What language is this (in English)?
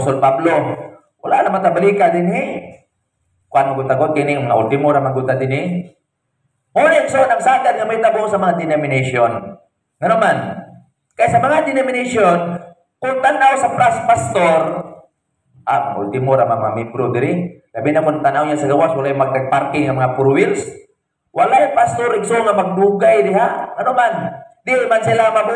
Cebuano